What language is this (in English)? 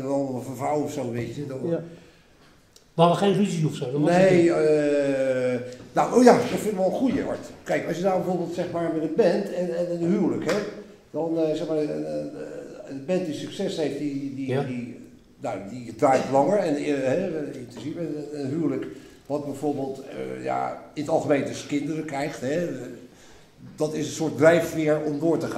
Dutch